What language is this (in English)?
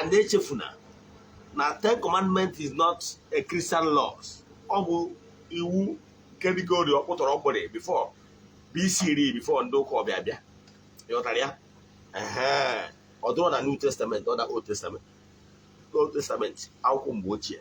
Igbo